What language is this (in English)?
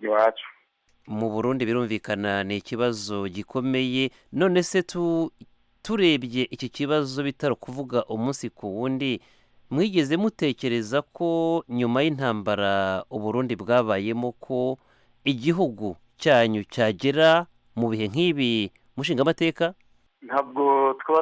Kinyarwanda